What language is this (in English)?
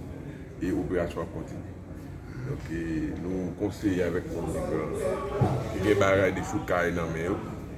Haitian Creole